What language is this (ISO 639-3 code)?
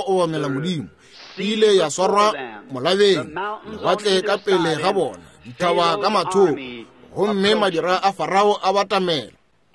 nso